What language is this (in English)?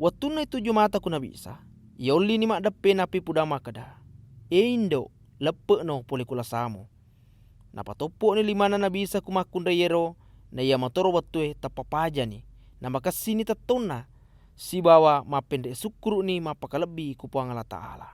Buginese